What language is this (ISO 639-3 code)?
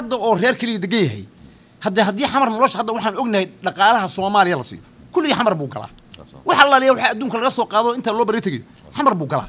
som